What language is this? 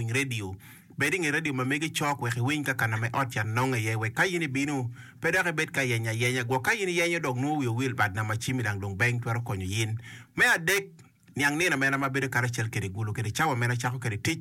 Acoli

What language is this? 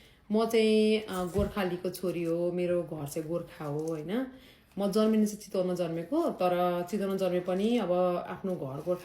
Nepali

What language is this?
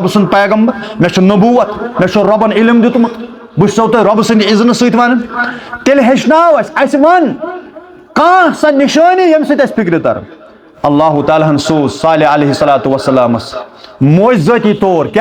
Kashmiri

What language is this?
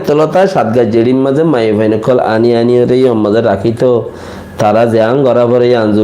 Rohingya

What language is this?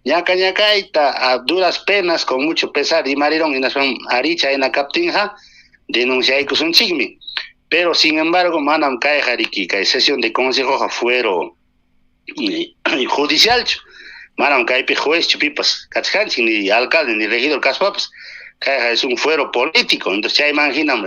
Ayacucho Quechua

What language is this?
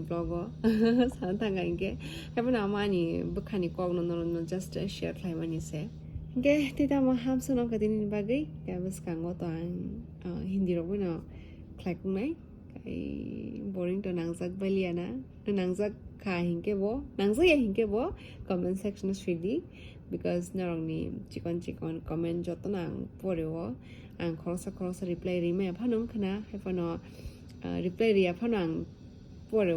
Kok Borok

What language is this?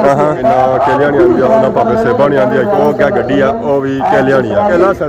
Pahari-Potwari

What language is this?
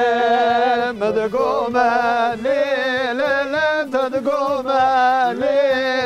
Zaza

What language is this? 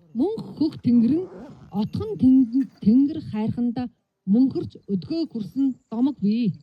Mongolian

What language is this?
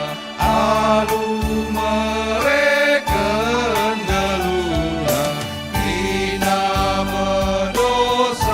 Batak Karo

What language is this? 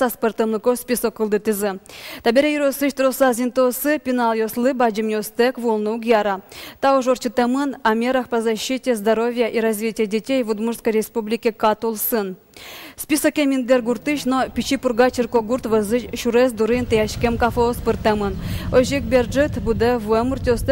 Udmurt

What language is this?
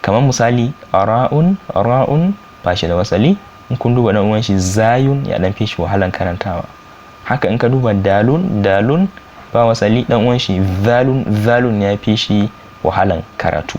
Hausa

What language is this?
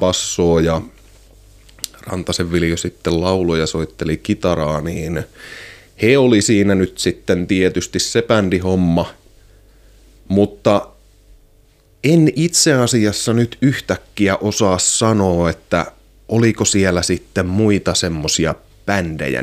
Finnish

